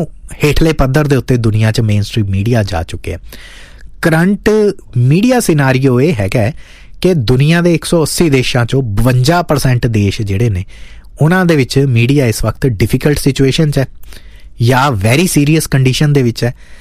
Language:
Punjabi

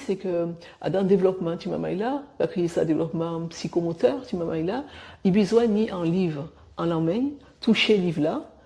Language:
Guadeloupean Creole French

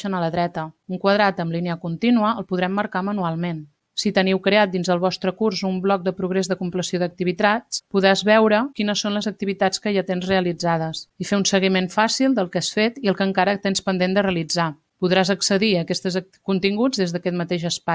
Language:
Catalan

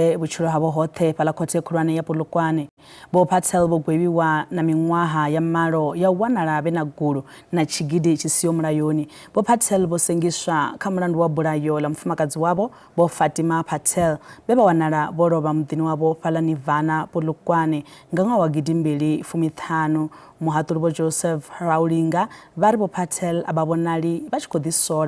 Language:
Venda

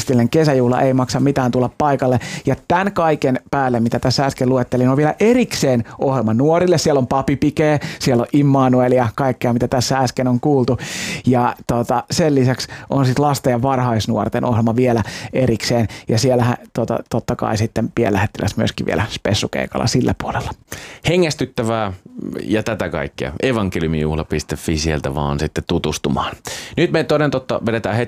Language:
Finnish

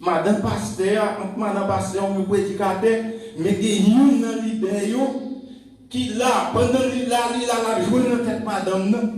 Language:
Haitian Creole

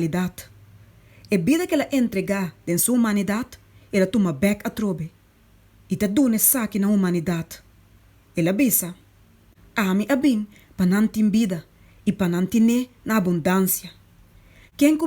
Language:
Papiamento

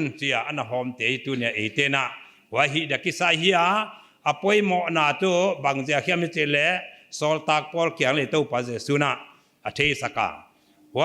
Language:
Paite Chin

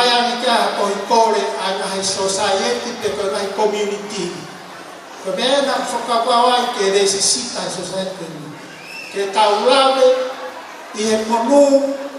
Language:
Tongan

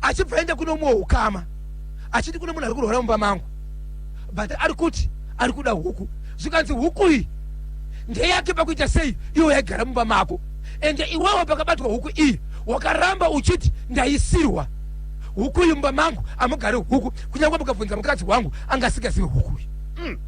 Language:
Shona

